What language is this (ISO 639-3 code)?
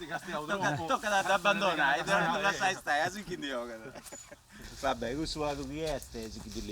srd